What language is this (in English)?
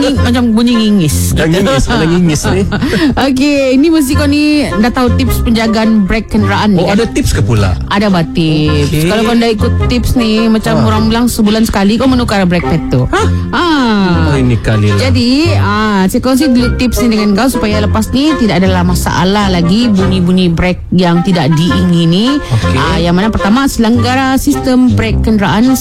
Malay